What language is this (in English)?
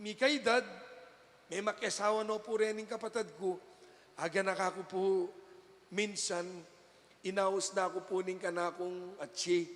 Pampanga